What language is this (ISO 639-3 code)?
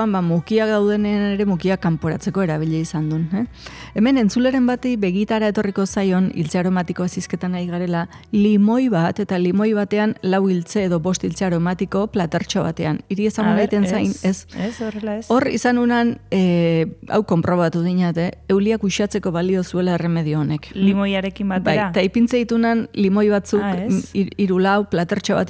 eus